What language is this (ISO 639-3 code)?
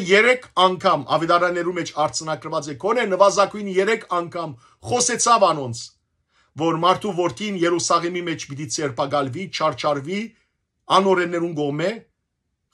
hyw